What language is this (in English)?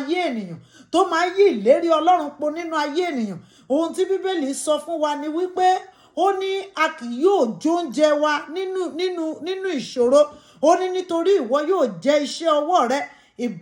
Yoruba